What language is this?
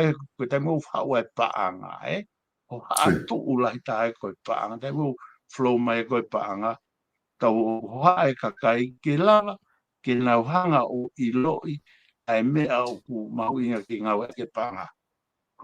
Tongan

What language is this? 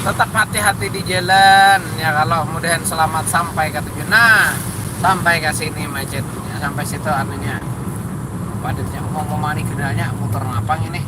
Banjar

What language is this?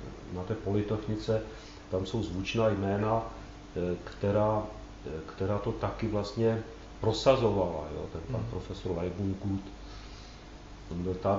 Czech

